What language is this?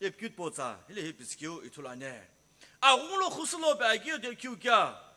Sumi Naga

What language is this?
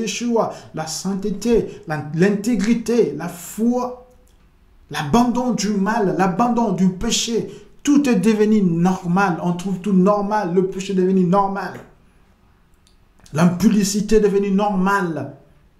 French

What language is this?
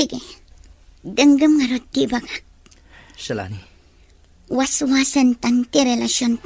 Iloko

